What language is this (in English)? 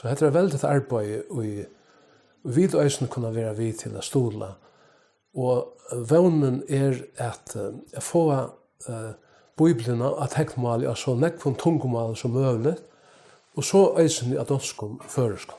Faroese